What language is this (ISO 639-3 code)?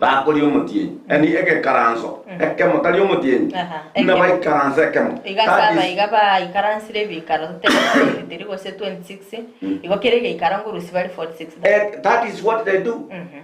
guz